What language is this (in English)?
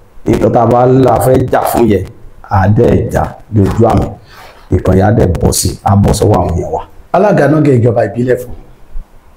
Yoruba